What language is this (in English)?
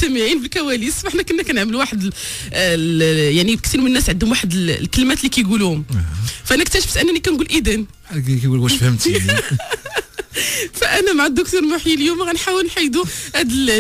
Moroccan Arabic